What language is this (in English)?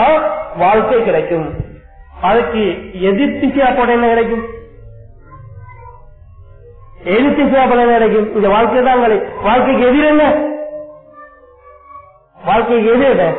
Tamil